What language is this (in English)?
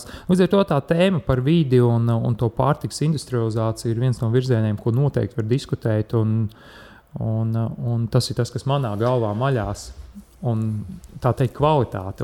Latvian